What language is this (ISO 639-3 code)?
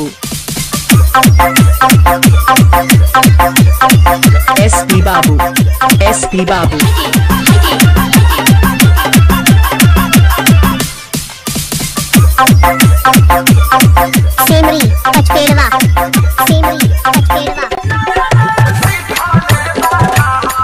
bho